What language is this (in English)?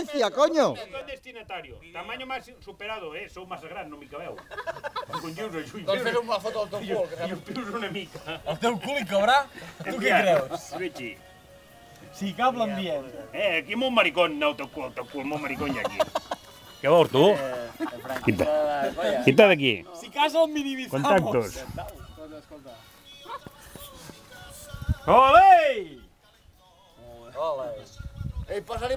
Catalan